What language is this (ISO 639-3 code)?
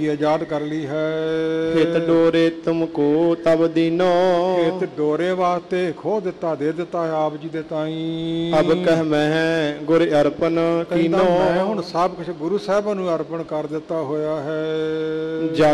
pan